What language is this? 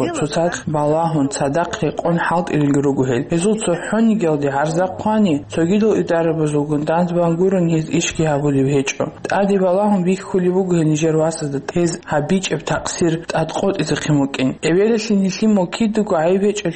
Avaric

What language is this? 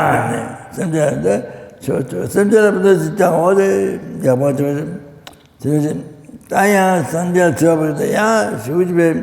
Tibetan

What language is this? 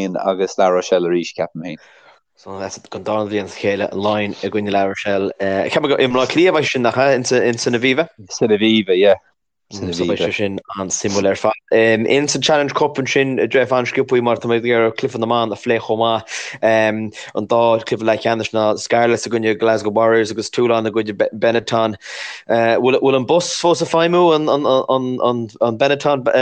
Irish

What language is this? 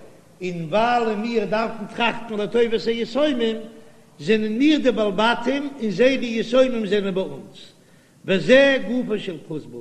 Yiddish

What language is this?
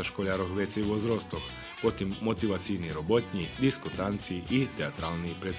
Rusyn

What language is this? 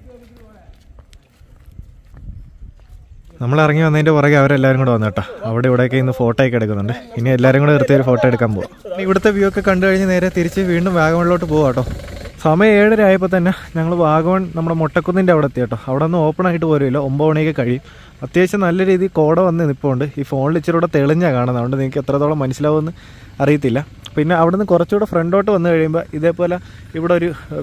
Malayalam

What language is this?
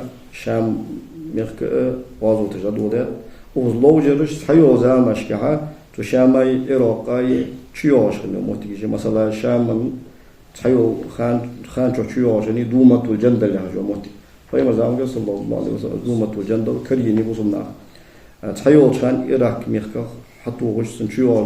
Ingush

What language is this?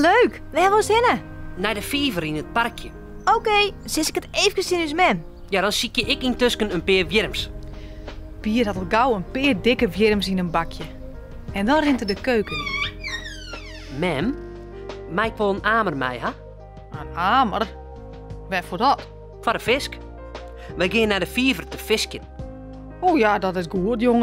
Western Frisian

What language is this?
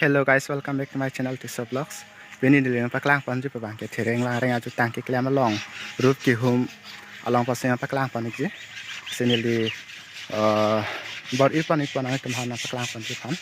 Karbi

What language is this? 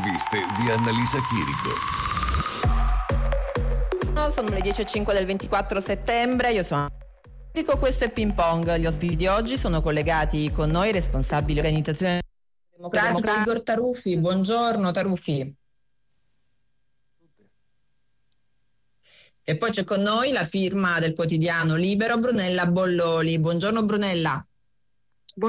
Italian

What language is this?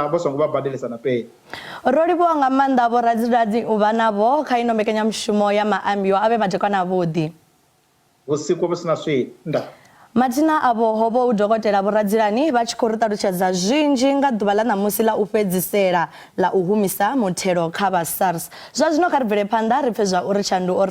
Venda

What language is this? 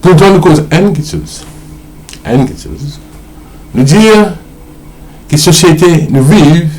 Morisyen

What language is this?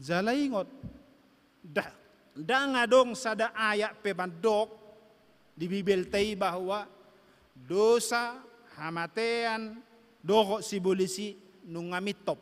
Batak Toba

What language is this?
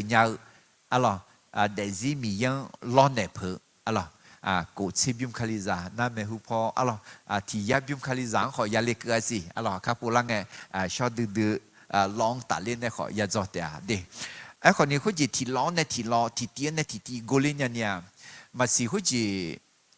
Akha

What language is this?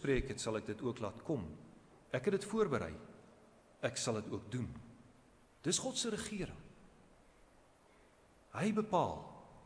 Afrikaans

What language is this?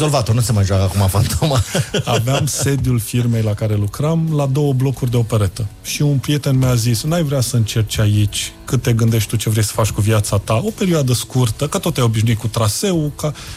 Romanian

